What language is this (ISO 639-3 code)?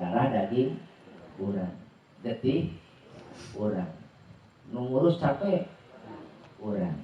sun